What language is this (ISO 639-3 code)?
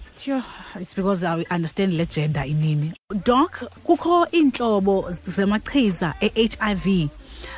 xho